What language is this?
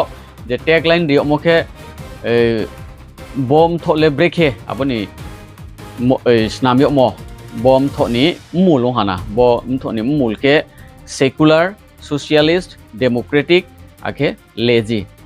Riang (India)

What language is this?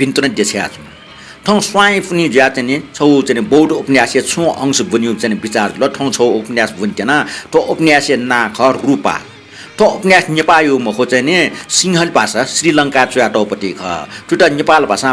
Newari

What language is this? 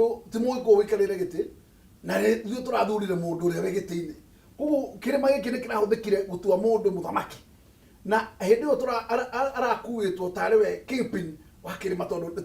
Kikuyu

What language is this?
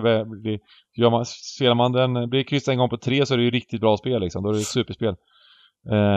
Swedish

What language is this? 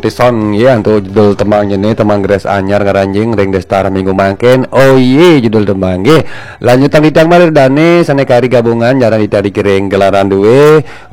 Balinese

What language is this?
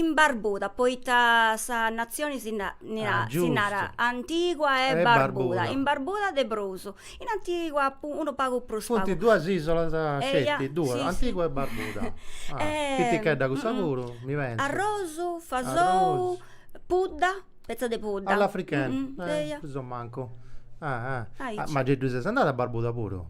Sardinian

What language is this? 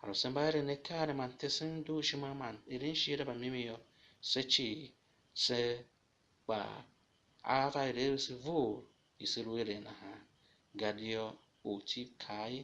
Tiv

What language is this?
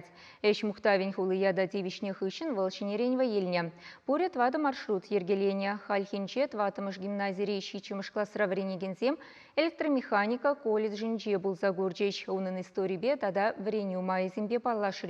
Chuvash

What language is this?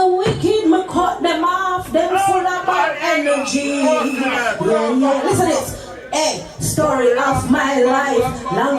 Jamaican Creole English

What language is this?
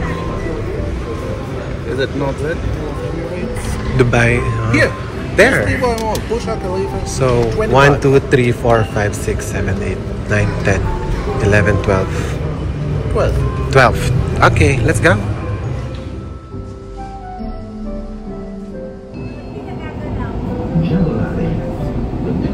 Filipino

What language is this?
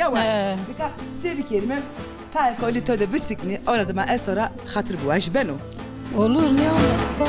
Zaza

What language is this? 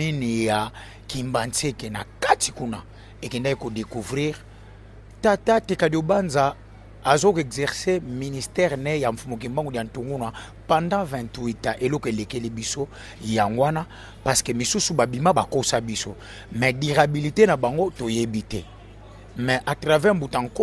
Lingala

